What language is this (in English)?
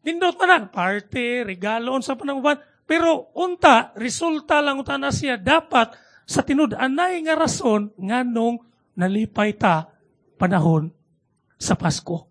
Cebuano